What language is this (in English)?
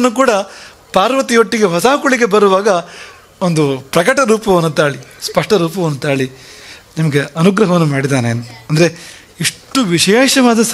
Kannada